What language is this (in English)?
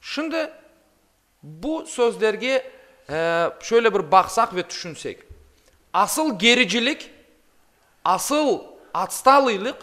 Crimean Tatar